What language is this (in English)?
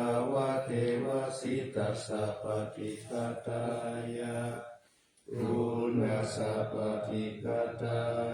Pali